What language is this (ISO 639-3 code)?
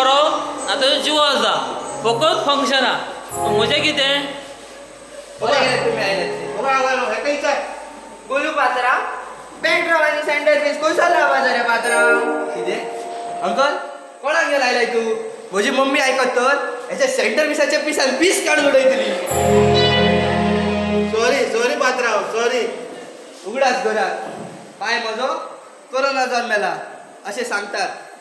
kok